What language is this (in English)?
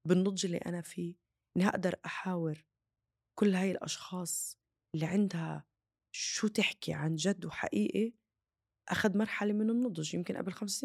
North Levantine Arabic